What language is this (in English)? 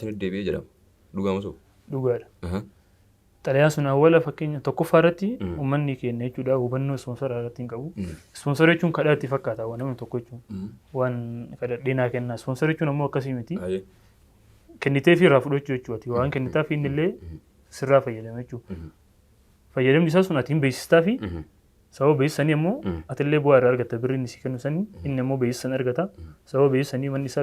Oromo